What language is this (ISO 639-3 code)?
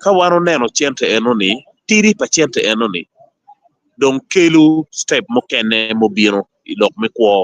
ach